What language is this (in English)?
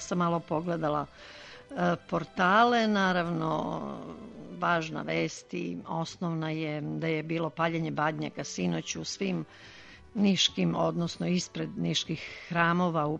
Serbian